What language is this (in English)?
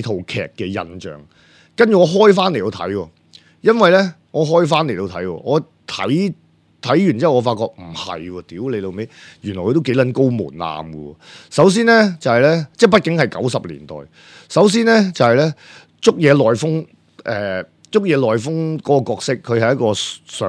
Cantonese